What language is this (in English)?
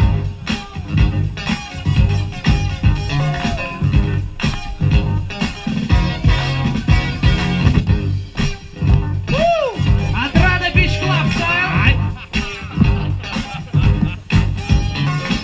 Russian